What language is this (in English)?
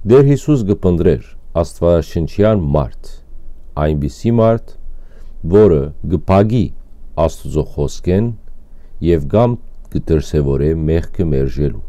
Western Armenian